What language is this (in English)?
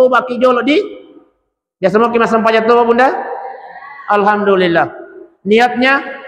Buginese